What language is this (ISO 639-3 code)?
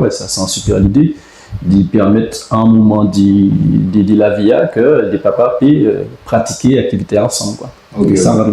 gcf